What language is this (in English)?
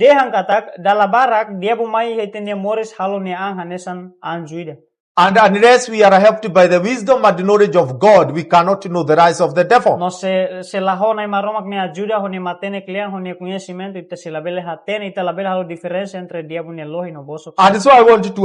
Tetum